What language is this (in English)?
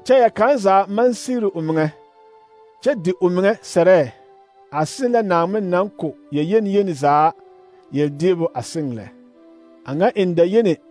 Southern Dagaare